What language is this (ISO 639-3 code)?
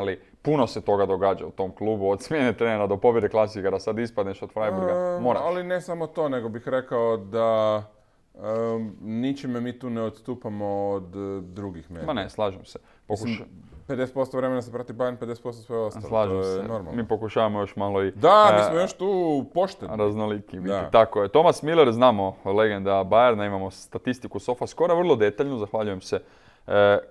hrv